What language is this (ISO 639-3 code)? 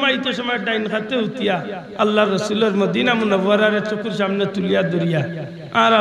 syl